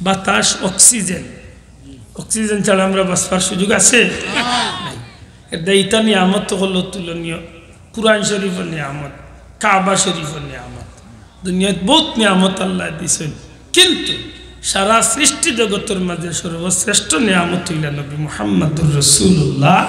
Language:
Sylheti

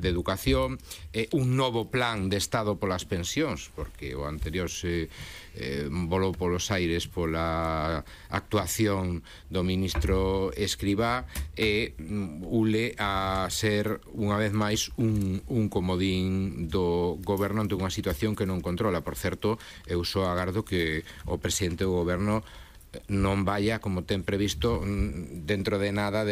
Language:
Galician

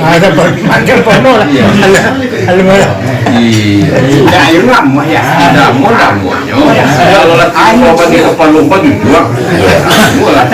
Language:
Minangkabau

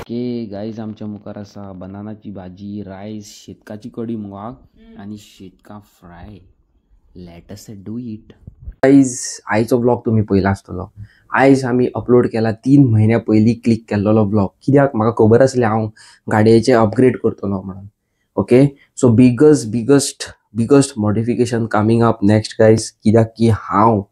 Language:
Konkani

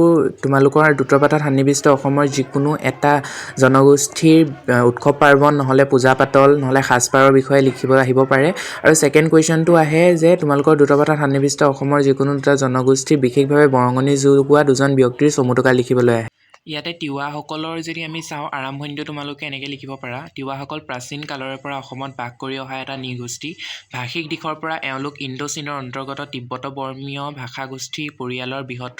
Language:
Assamese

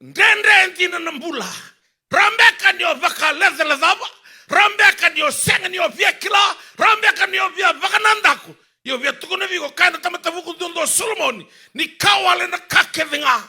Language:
Fijian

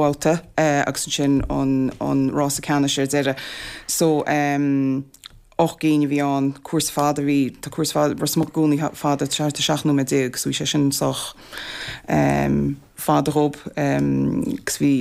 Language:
Irish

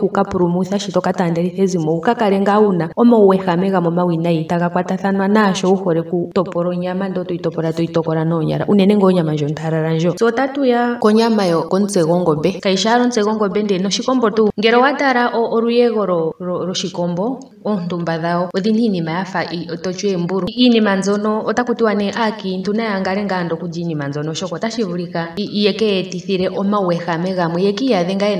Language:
Ndonga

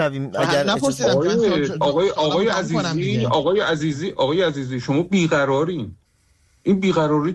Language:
Persian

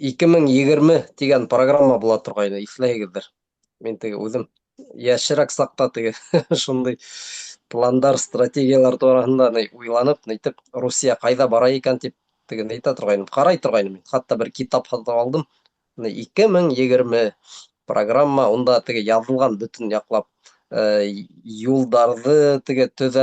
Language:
Bashkir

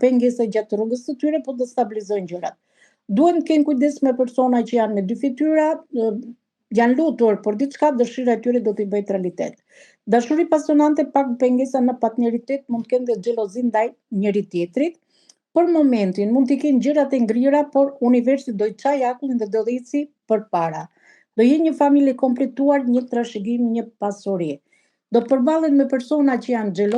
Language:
Albanian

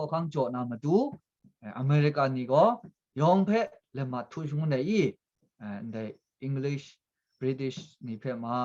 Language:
Kachin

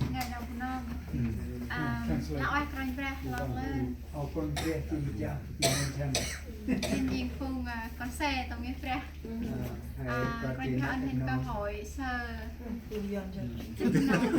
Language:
Central Mnong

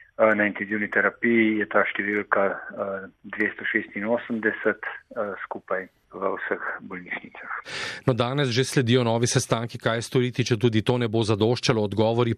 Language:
Slovenian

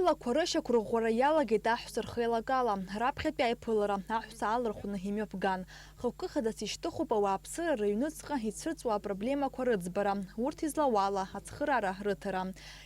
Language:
Abkhazian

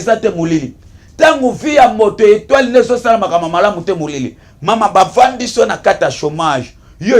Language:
Lingala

